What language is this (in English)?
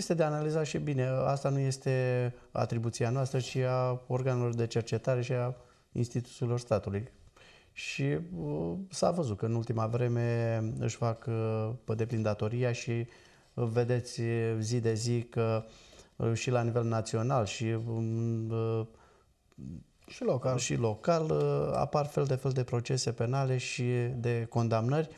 Romanian